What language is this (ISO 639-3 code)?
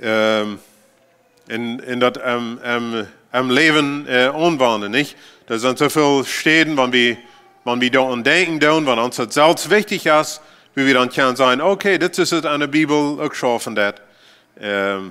pdt